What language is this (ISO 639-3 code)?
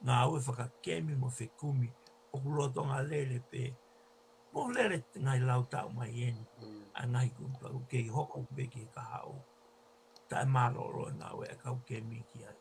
ton